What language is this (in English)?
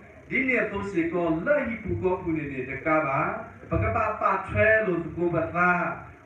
S'gaw Karen